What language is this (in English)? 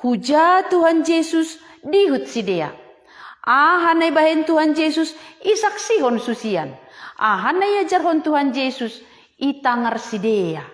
Batak Simalungun